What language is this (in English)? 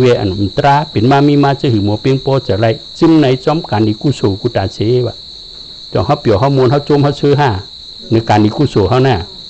Shan